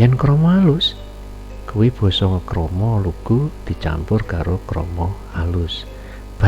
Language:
Javanese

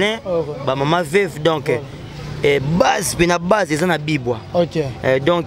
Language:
Lingala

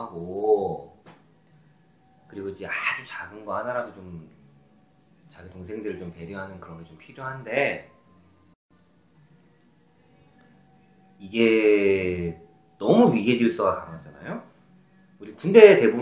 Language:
Korean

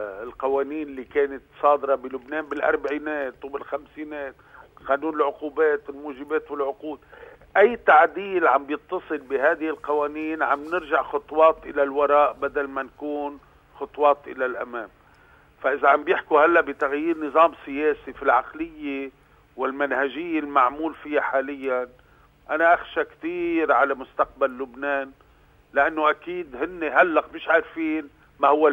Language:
North Levantine Arabic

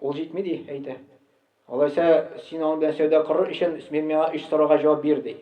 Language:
Tatar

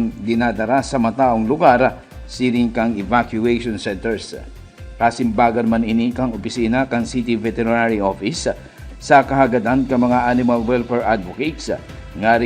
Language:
Bikol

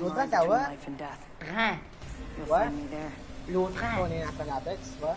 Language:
Morisyen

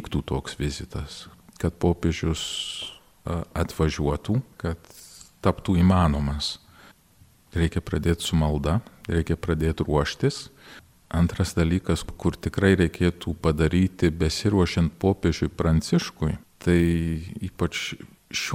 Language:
Lithuanian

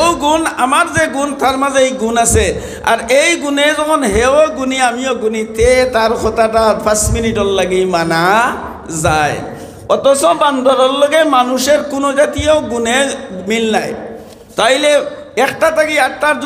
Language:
Sylheti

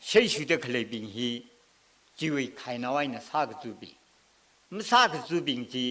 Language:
Tangkhul Naga (India)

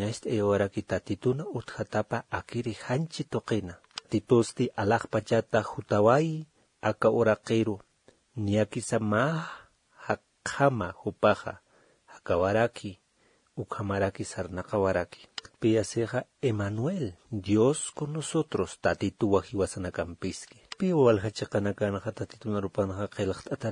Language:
Aymara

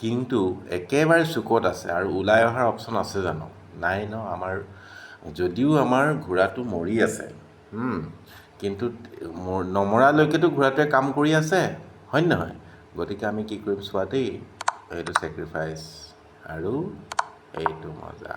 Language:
Assamese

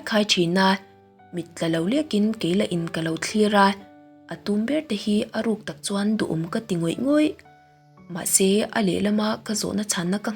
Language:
Mizo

